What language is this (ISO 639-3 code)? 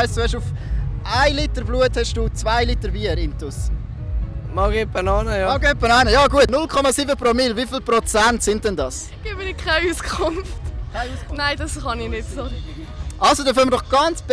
gsw